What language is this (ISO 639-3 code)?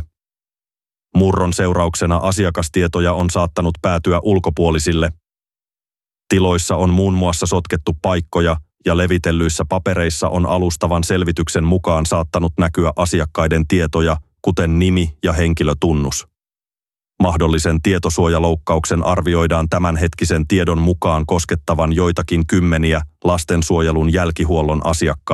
fin